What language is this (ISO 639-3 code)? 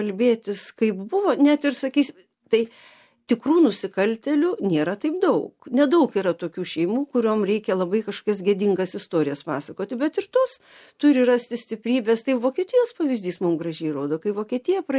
lit